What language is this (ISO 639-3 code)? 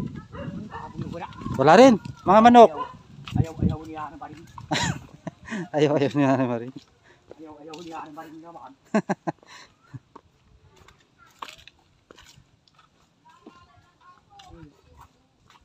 fil